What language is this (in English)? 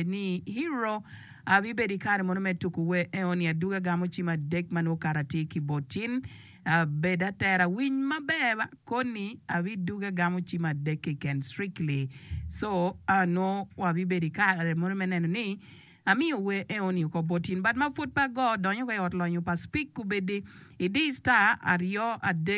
Acoli